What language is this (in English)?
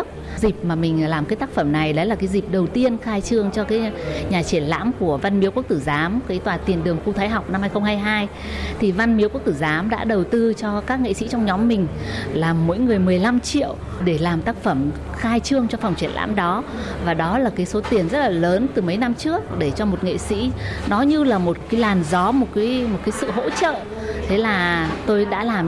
Vietnamese